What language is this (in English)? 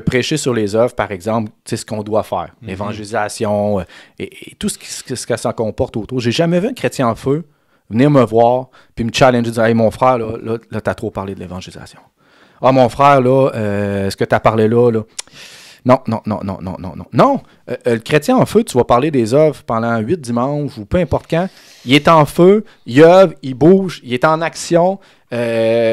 French